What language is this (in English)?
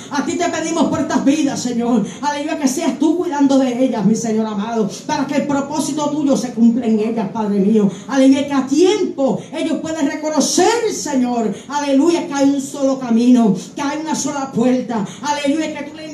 Spanish